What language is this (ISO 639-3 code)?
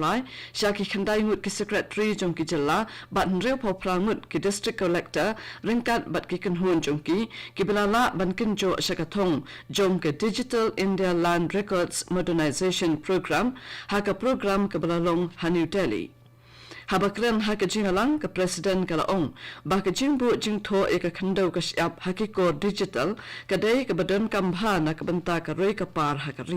kha